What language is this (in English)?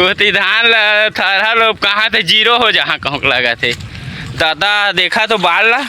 Chhattisgarhi